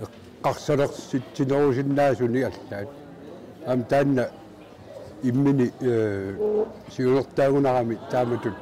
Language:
Kalaallisut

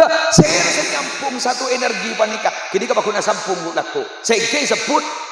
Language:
Madurese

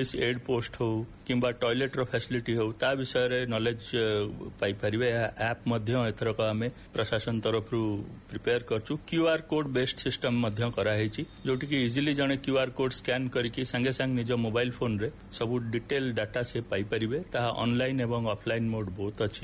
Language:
Odia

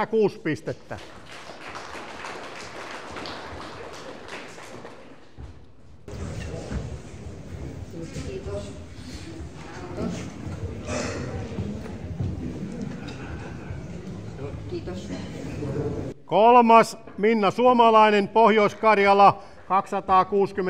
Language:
Finnish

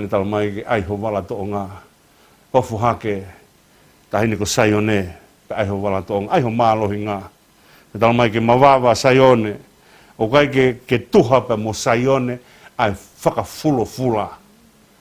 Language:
Tongan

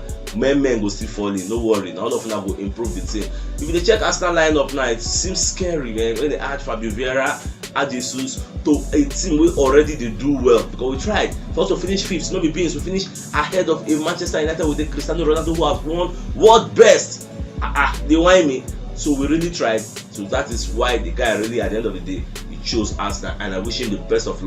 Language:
Nigerian Pidgin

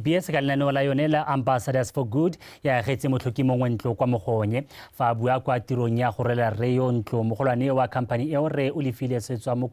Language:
Tswana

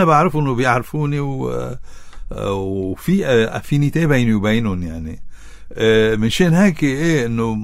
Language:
North Levantine Arabic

